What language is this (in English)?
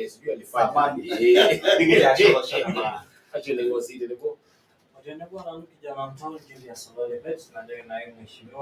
Masai